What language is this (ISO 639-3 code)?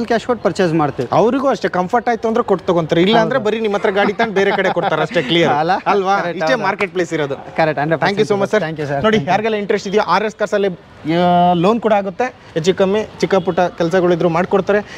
kan